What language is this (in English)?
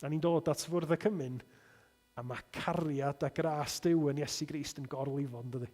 Welsh